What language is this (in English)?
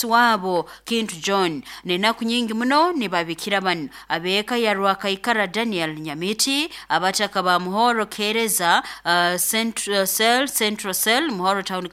Nyoro